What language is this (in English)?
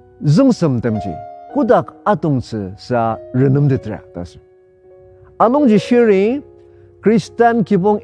Ao Naga